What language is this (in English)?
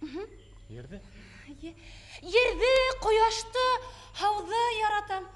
Bashkir